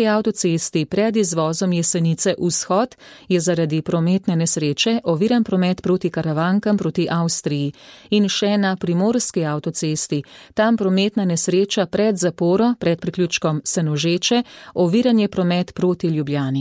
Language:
Slovenian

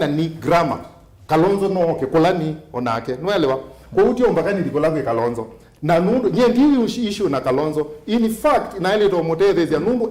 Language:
Kamba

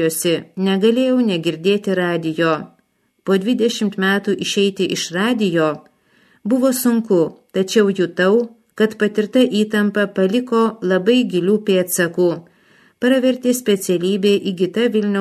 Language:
Lithuanian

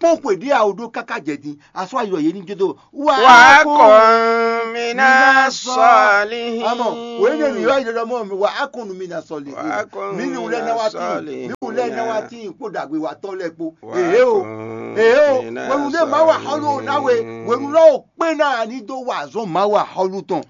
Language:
Fon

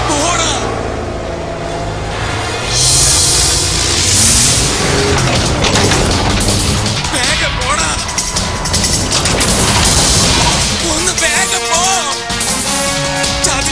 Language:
Malayalam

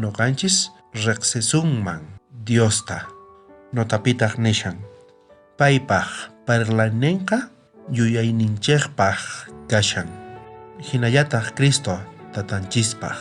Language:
South Bolivian Quechua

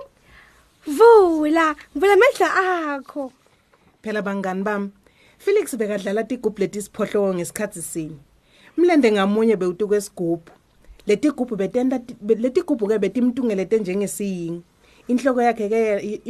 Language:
Swati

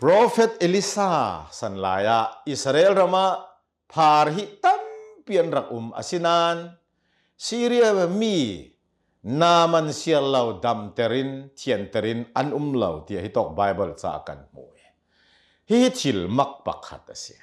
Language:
Hakha Chin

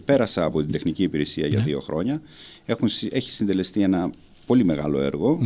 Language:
Greek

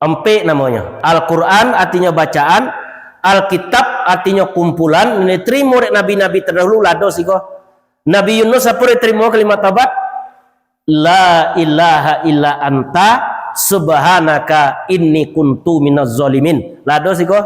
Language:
Minangkabau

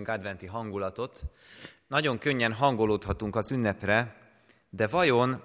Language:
Hungarian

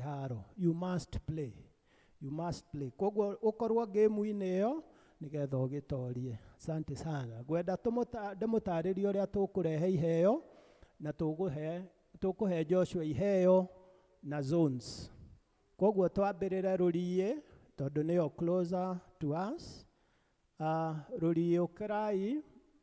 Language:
Kikuyu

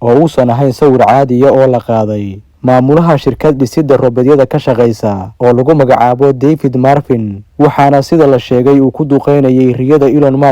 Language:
Somali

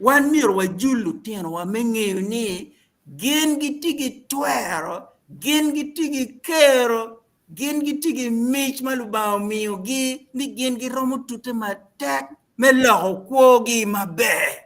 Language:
Acoli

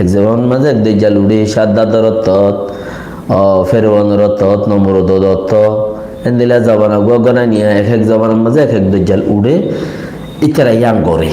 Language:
Rohingya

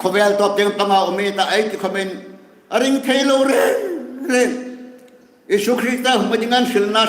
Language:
Hmar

